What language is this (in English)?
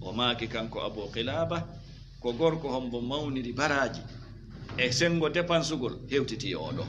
Fula